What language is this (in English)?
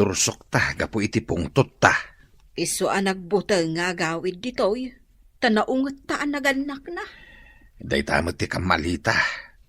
Iloko